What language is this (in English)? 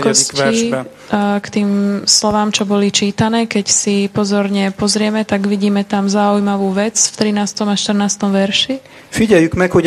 Slovak